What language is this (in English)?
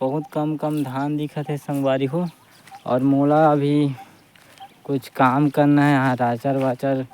Chhattisgarhi